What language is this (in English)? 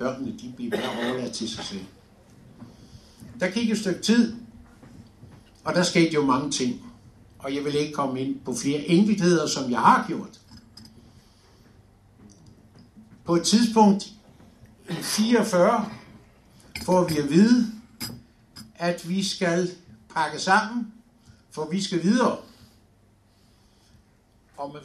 Danish